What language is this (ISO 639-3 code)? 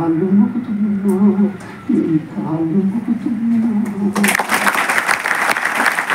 tel